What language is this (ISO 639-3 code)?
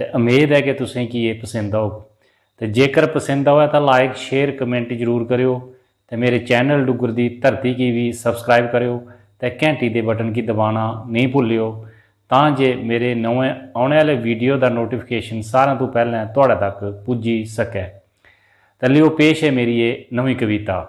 doi